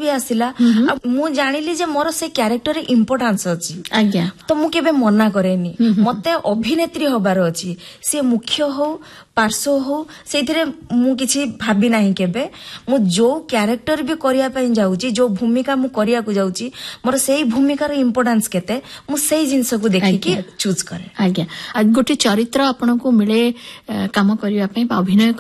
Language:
Odia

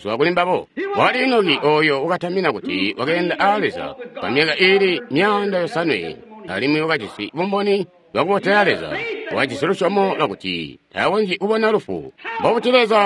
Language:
Tonga (Zambia)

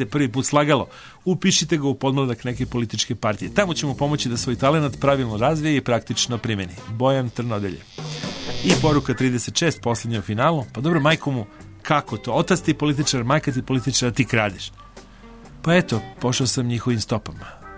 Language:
Serbian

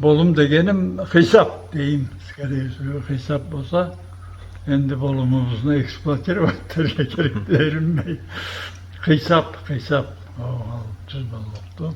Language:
Karachay-Balkar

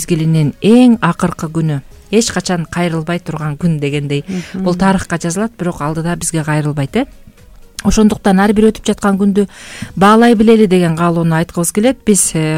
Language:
Kyrgyz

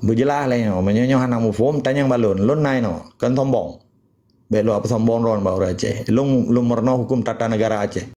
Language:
Achinese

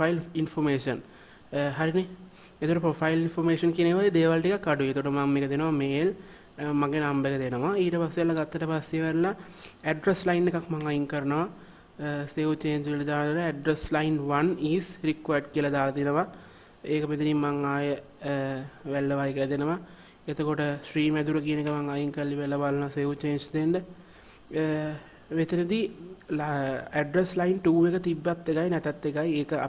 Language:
Sinhala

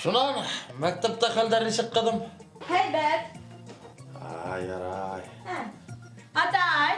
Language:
Bashkir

